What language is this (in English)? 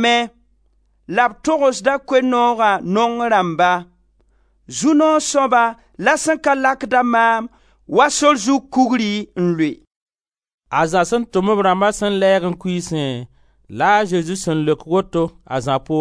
Mossi